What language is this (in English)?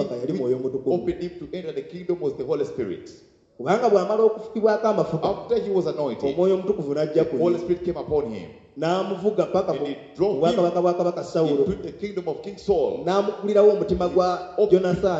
Ganda